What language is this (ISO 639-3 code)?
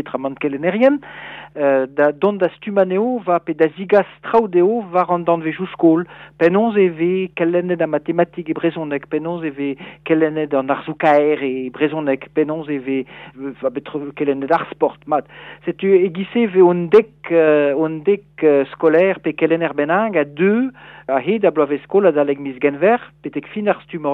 bre